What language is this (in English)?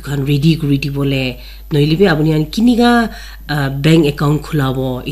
Naga Pidgin